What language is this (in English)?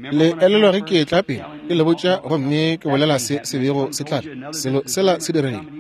Northern Sotho